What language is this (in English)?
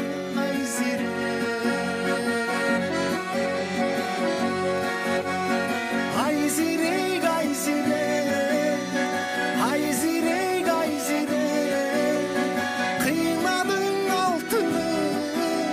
Kyrgyz